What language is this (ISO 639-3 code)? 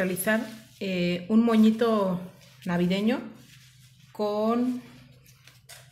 spa